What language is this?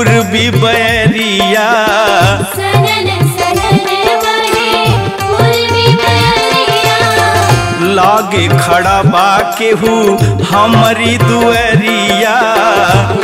Bhojpuri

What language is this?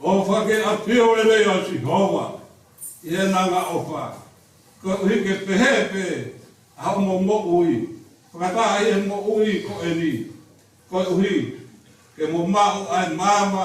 Tongan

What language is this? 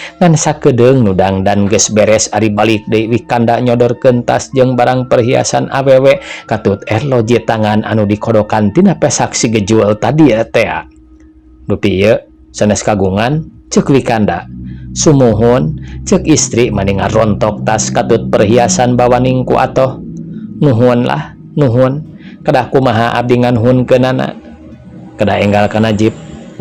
Sundanese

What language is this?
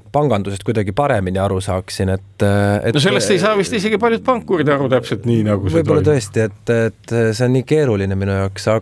Estonian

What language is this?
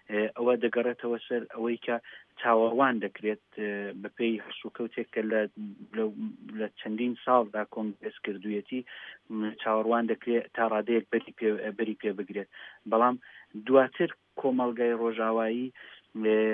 Central Kurdish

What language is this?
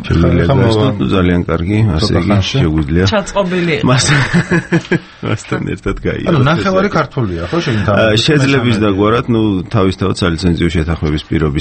Georgian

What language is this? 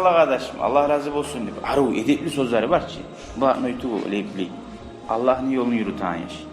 Kumyk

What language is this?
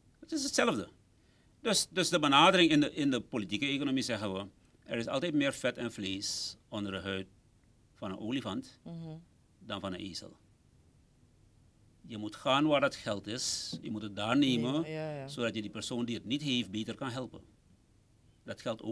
Dutch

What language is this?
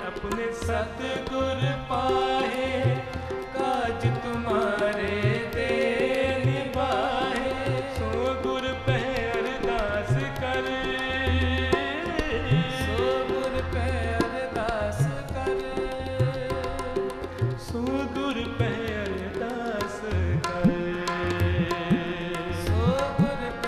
Punjabi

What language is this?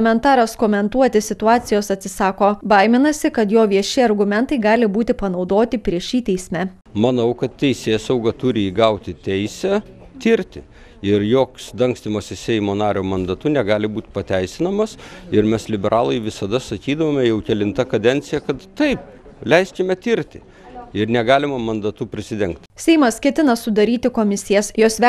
Lithuanian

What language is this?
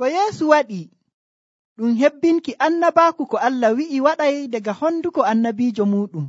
Nigerian Fulfulde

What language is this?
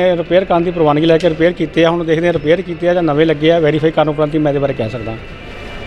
Punjabi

